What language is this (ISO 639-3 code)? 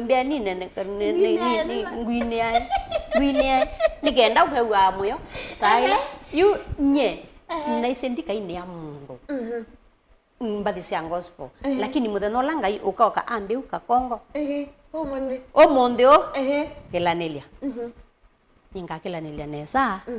kam